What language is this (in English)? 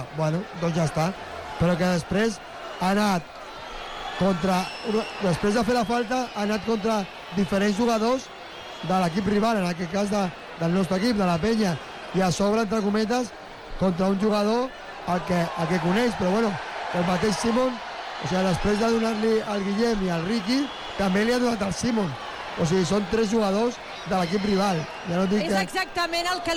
Catalan